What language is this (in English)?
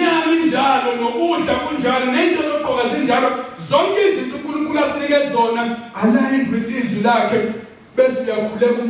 Zulu